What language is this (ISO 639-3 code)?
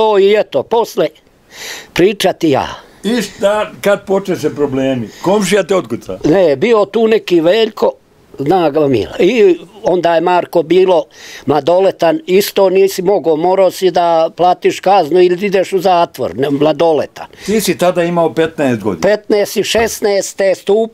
srp